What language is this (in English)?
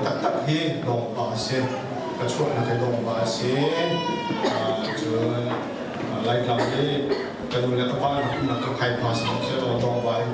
Hakha Chin